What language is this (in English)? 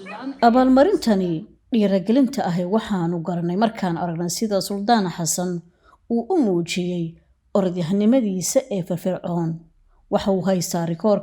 Somali